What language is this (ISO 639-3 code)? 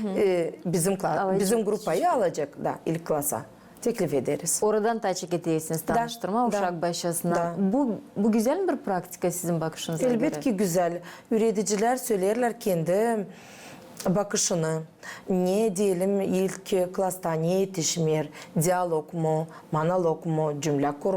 gag